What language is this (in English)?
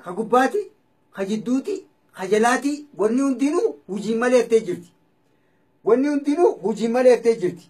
Oromo